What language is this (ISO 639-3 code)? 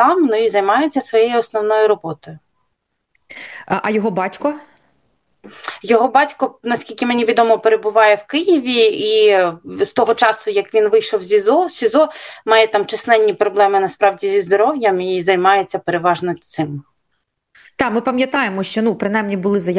ukr